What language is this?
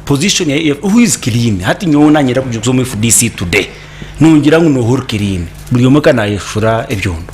Nyankole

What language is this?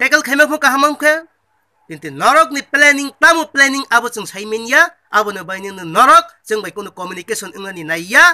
Kok Borok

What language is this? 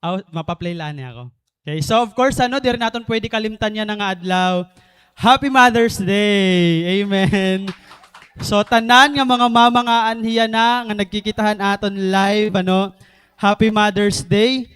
Waray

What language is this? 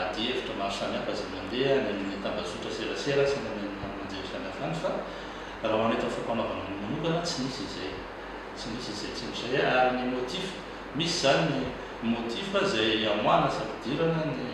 Malagasy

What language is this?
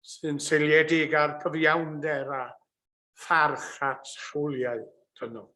Welsh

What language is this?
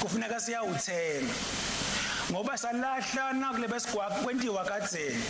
Swati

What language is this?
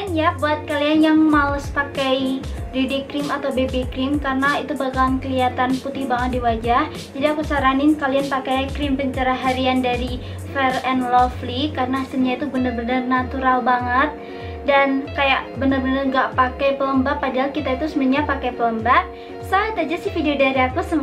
Indonesian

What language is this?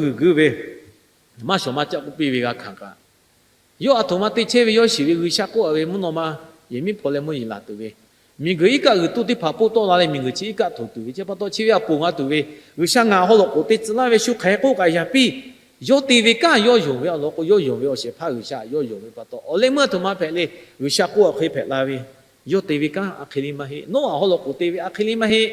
Lahu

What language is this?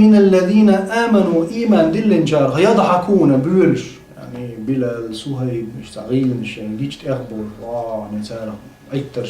Chechen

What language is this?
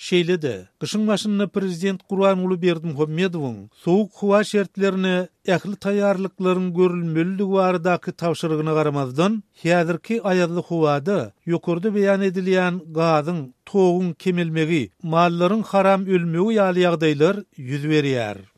Turkmen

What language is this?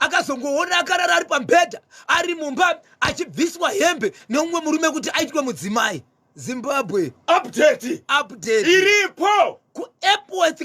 Shona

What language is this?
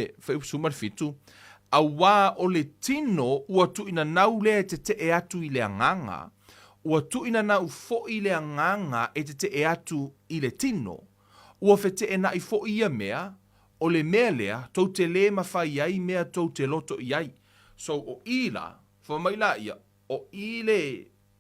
Samoan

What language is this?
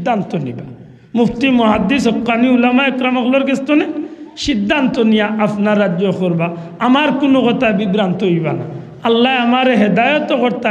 Sylheti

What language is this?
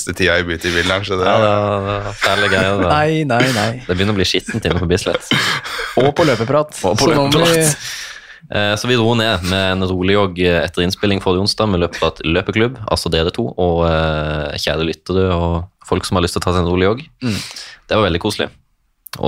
Norwegian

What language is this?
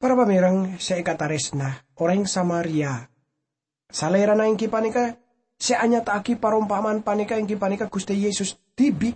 Madurese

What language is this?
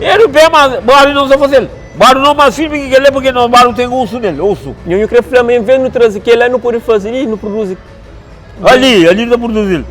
Kabuverdianu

